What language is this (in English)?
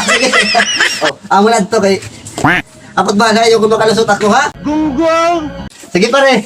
Waray